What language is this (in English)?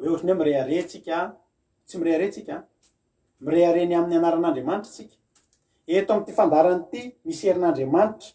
Malagasy